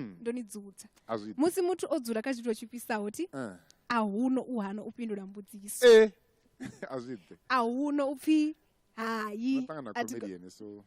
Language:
Venda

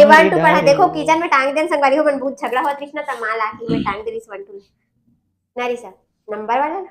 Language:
Chhattisgarhi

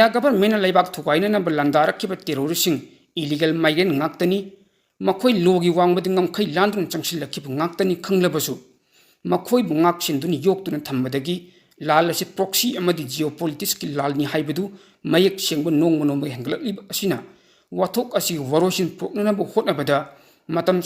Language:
Manipuri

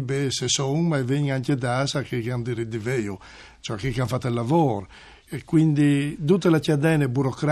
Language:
Friulian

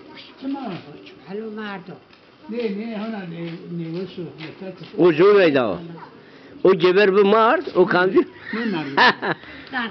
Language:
Zaza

